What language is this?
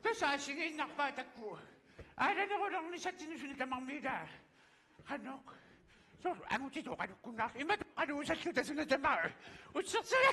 Kalaallisut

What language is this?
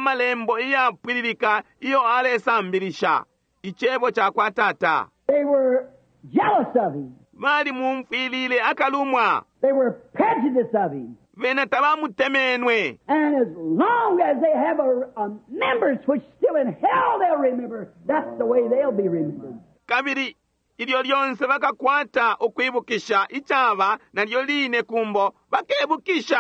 Bemba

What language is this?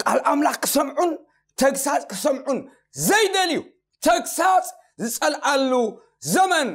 Tigrinya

